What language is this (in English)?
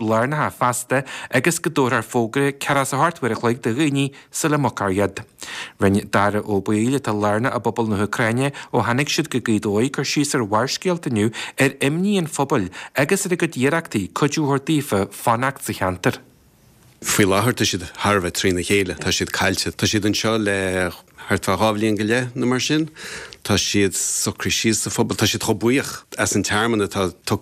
Irish